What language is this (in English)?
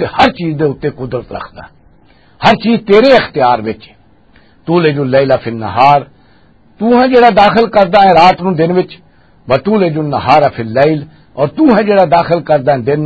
Western Panjabi